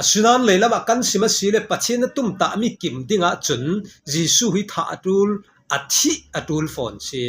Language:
Falam Chin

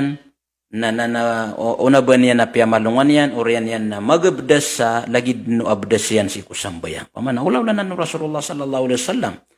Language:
Maranao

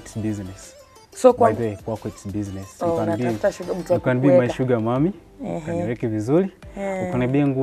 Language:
Swahili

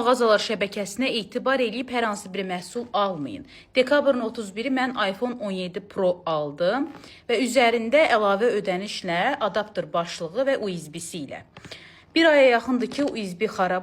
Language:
Azerbaijani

